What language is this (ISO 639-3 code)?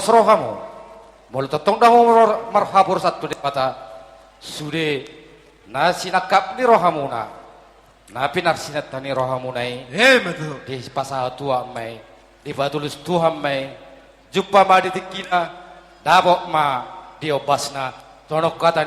bbc